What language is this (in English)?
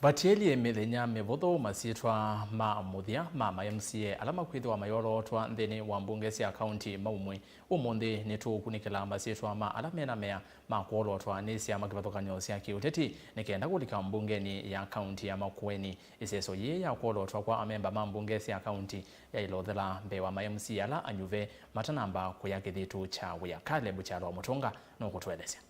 Kamba